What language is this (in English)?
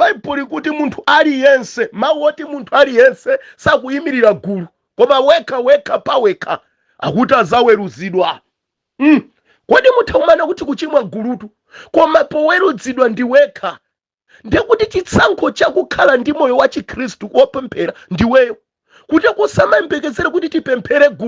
Nyanja